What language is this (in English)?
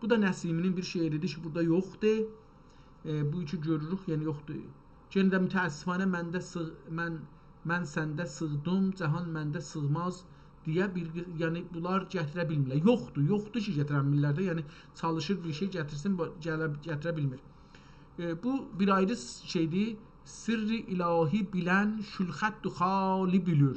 South Azerbaijani